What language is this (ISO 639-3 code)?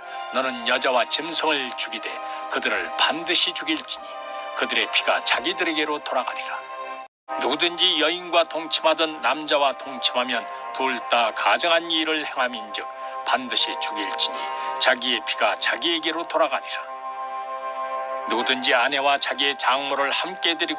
kor